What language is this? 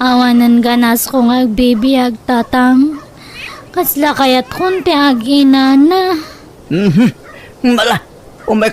Iloko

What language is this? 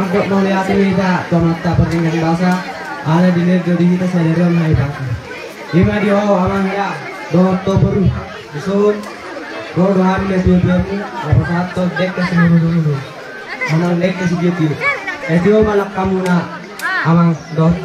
Batak Toba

